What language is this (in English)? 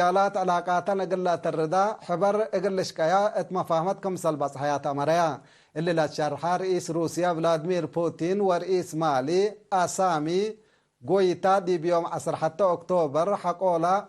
Tigre